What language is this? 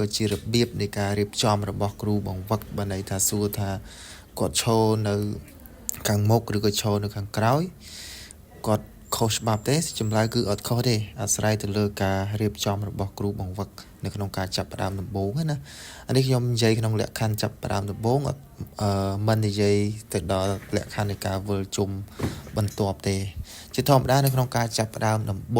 Khmer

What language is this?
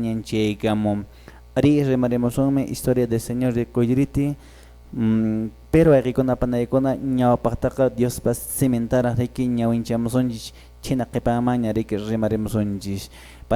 Quechua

